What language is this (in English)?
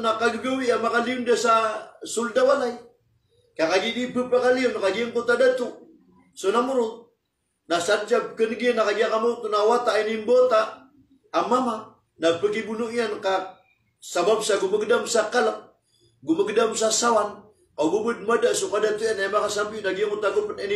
Maranao